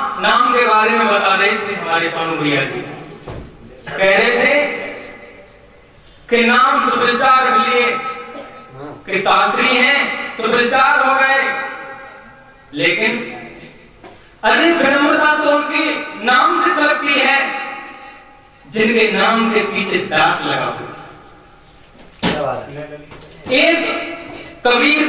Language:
Hindi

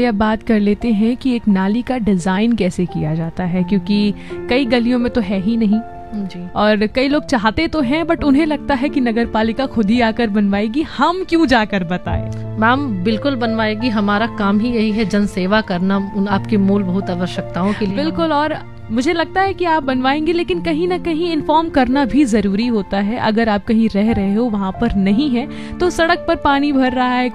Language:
Hindi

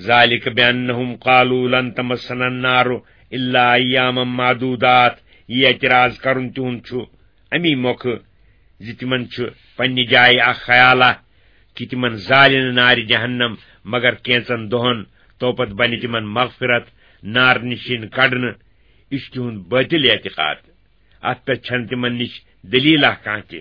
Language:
Kashmiri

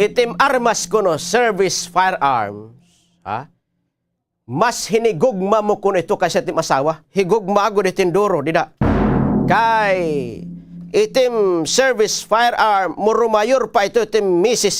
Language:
Waray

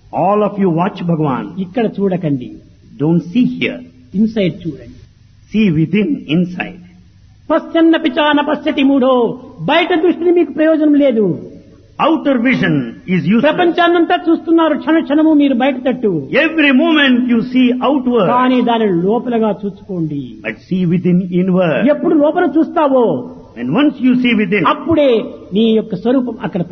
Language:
Telugu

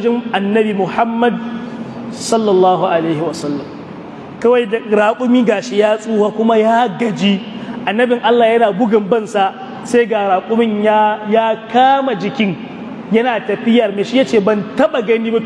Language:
Hausa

